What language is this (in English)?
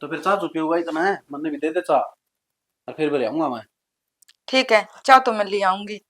Haryanvi